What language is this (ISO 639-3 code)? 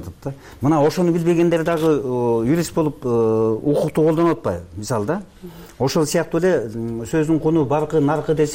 kir